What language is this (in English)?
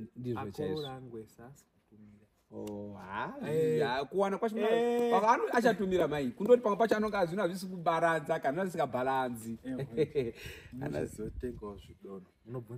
Shona